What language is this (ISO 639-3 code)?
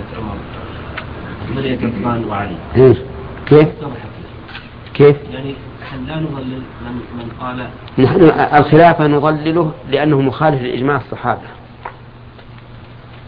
ara